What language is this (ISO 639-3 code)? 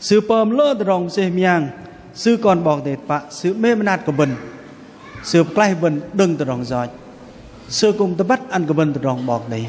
bdq